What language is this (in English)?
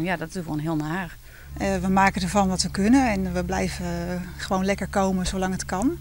Western Frisian